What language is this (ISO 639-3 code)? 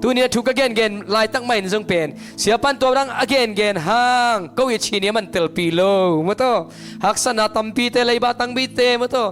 ctd